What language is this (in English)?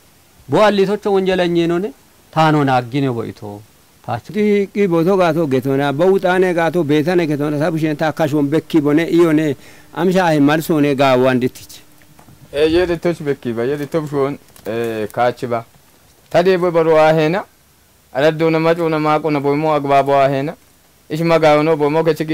Kafa